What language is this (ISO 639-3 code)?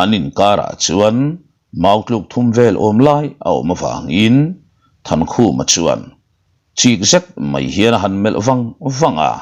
lus